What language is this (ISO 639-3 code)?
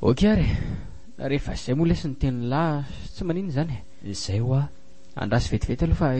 mlg